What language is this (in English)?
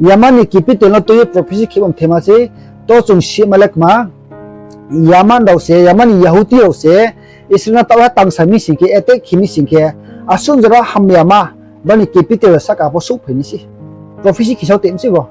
Riang (India)